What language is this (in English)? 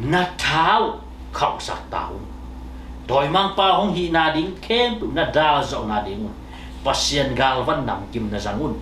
Tedim Chin